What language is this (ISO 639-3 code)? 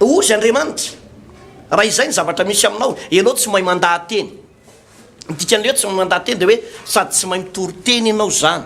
mlg